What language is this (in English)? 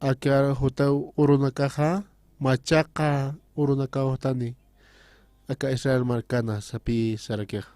Aymara